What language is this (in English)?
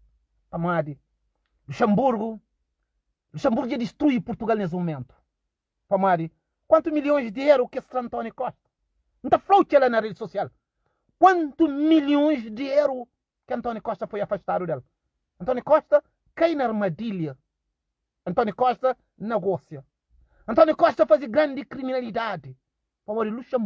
Kabuverdianu